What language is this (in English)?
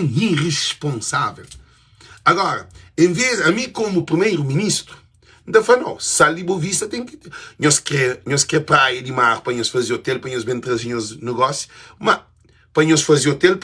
Kabuverdianu